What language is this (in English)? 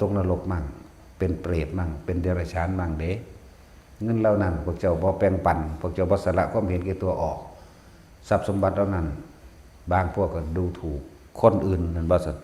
Northeastern Thai